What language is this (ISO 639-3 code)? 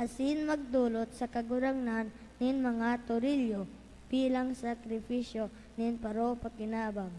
bik